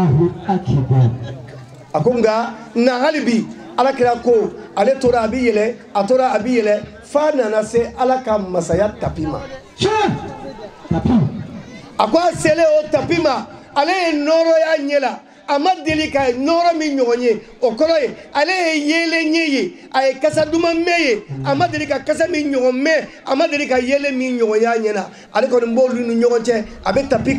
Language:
Bambara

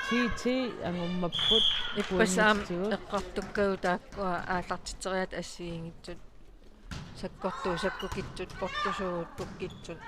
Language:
Kalaallisut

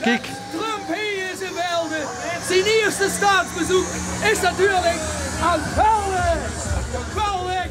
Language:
Limburgish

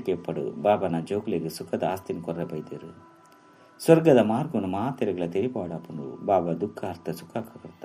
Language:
Tulu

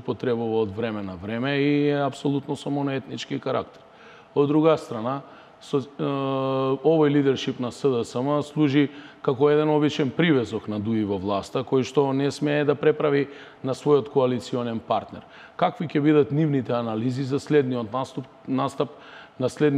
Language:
Macedonian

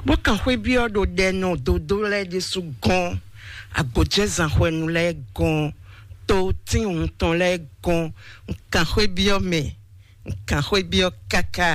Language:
Fon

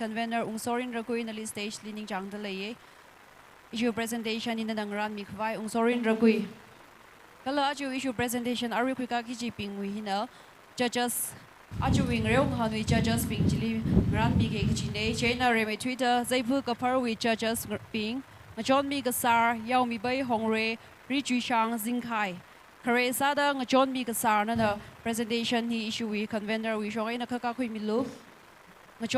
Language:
Tangkhul Naga (India)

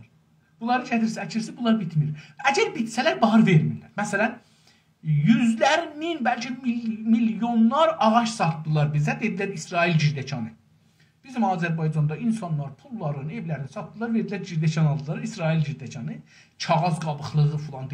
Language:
South Azerbaijani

